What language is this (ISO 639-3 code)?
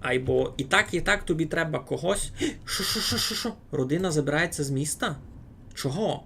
rue